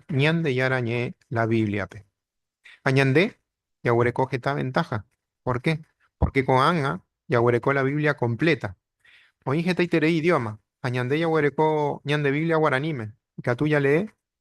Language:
Guarani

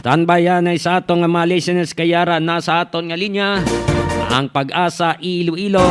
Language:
Hiligaynon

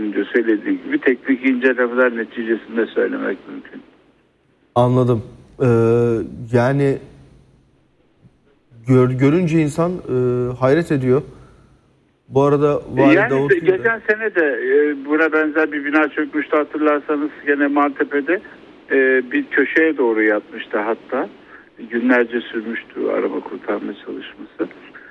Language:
Turkish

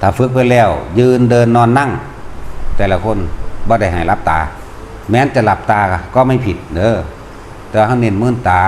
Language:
Northeastern Thai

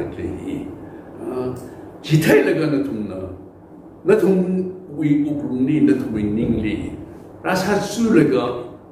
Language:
Tangkhul Naga (India)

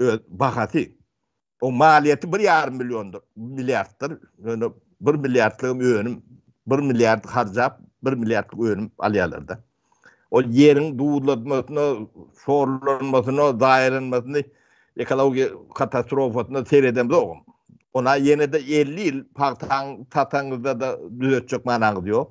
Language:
Turkmen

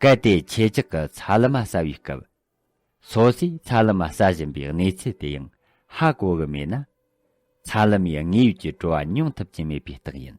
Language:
Tibetan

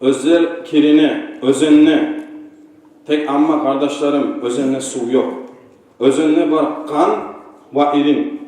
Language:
Kumyk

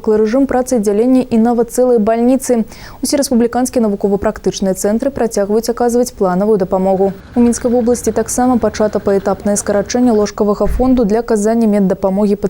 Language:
Belarusian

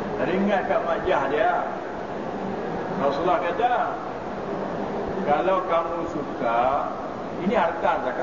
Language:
Malay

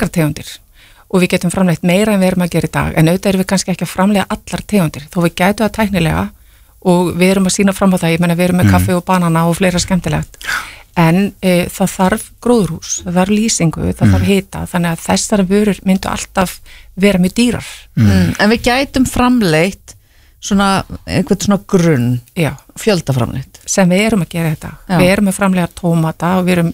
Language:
Icelandic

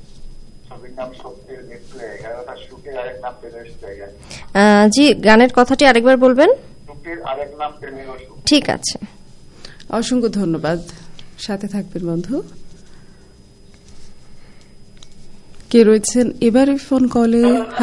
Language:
Bangla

